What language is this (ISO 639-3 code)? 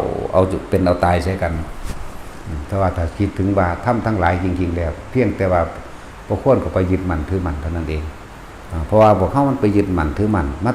tts